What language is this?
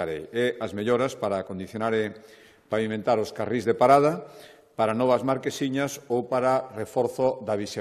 Galician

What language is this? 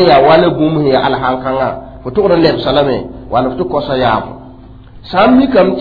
Mossi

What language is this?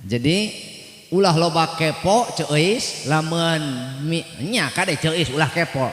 Sundanese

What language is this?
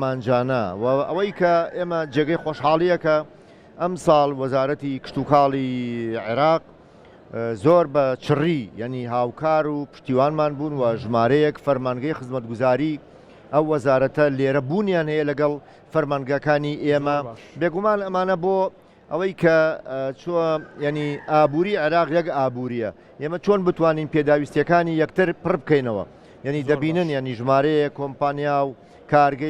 Central Kurdish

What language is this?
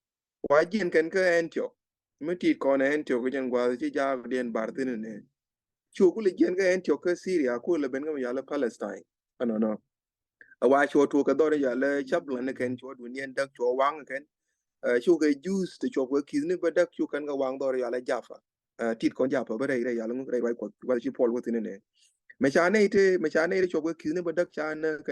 Nuer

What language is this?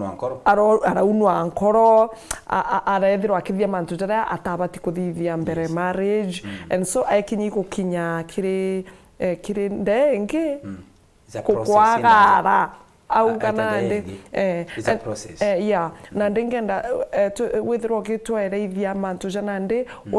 Meru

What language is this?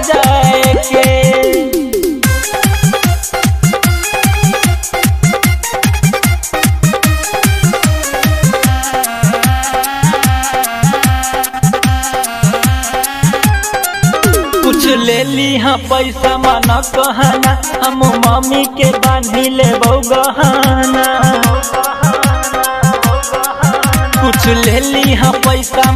Bhojpuri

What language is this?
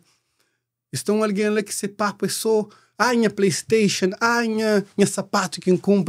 Kabuverdianu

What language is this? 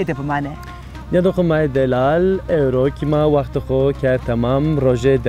Zaza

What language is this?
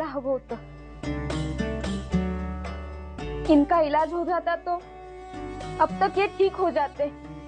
Marathi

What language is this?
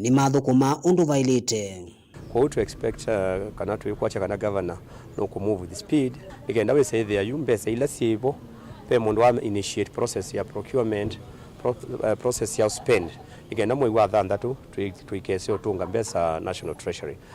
Kamba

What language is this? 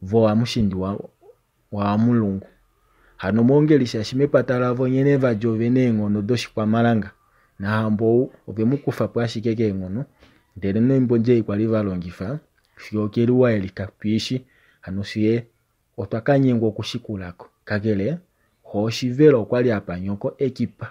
Kuanyama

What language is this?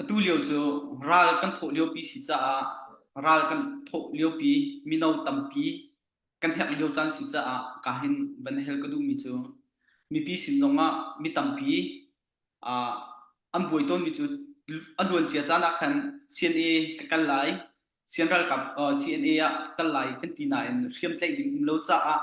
Hakha Chin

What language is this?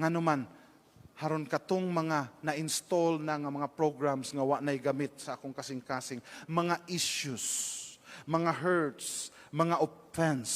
Cebuano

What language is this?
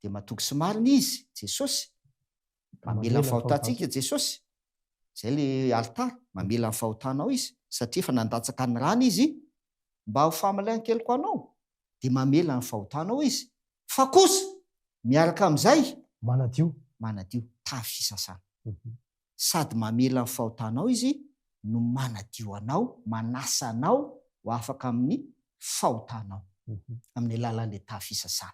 Malagasy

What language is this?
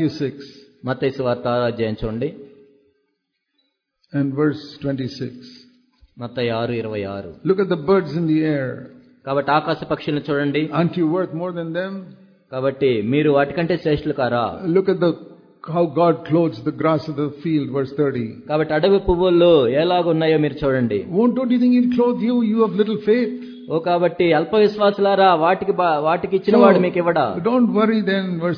Telugu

